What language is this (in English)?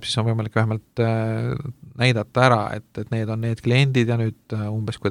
Estonian